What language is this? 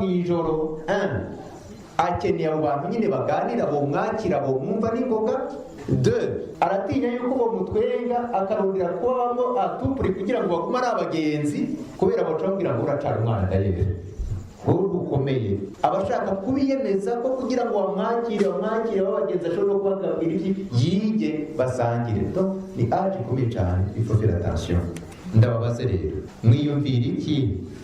Rundi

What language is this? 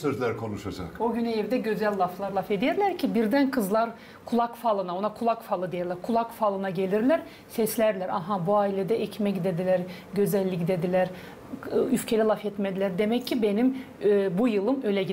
Gagauz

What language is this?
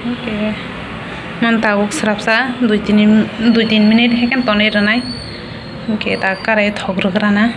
Kok Borok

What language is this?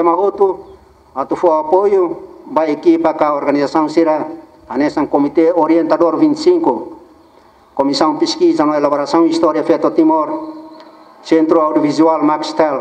Tetum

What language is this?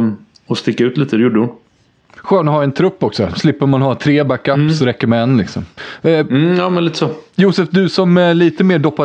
Swedish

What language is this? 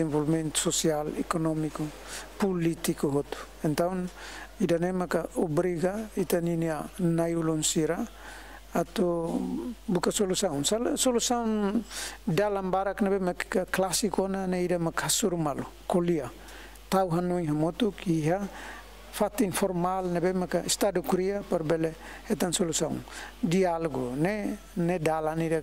Tetum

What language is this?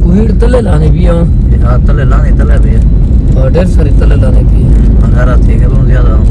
Saraiki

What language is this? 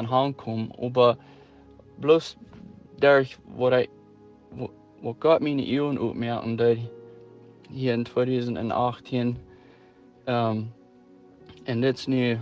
Plautdietsch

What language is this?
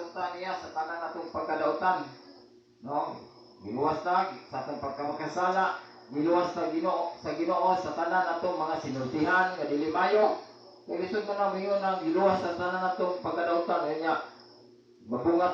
Cebuano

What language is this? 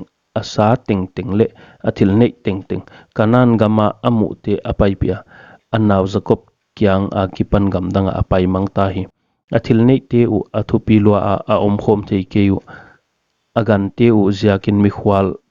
Paite Chin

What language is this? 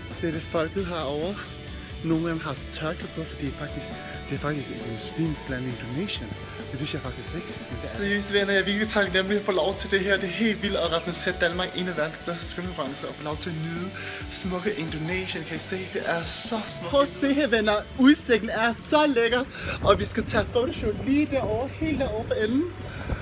Danish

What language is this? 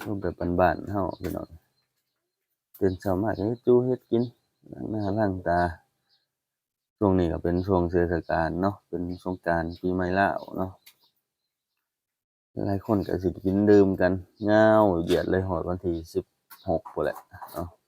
Lao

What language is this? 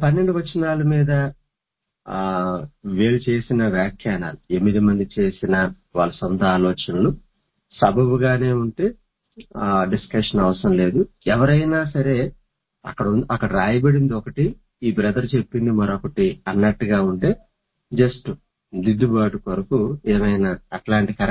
Telugu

